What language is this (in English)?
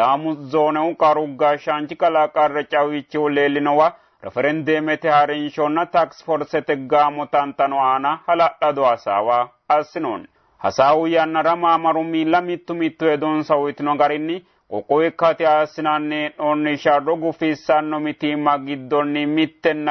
Sidamo